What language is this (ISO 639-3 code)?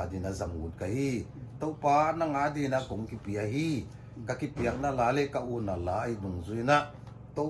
pck